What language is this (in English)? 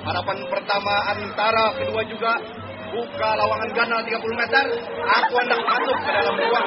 Banjar